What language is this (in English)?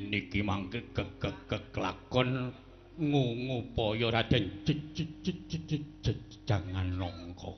Javanese